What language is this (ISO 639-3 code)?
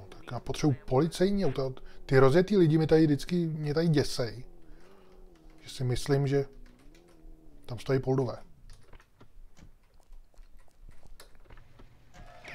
ces